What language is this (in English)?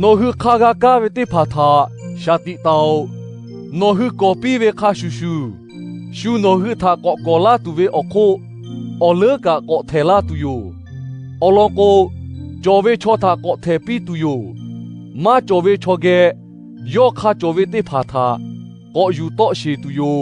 Lahu